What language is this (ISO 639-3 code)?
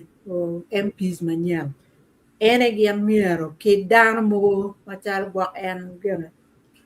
ach